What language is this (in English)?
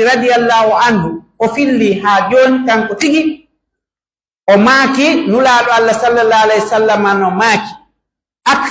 Pular